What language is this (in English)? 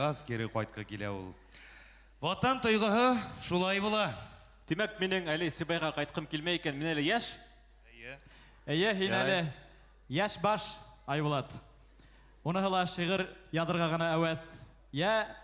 Bashkir